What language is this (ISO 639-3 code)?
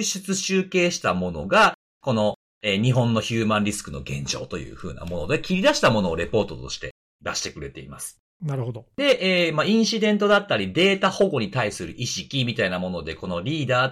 jpn